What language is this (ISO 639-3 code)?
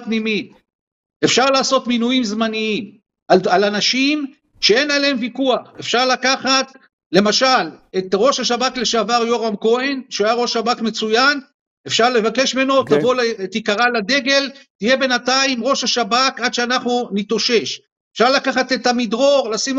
heb